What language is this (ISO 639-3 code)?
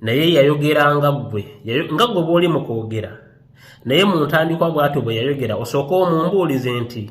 lug